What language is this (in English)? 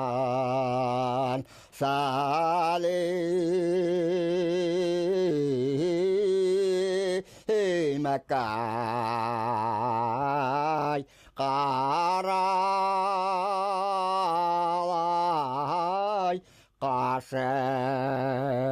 Bashkir